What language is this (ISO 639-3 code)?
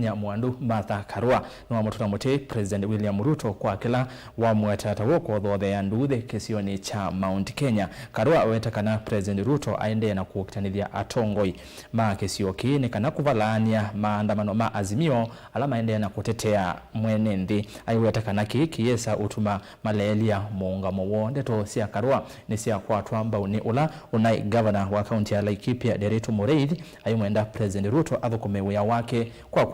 kam